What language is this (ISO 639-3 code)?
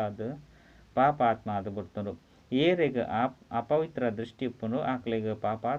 tcy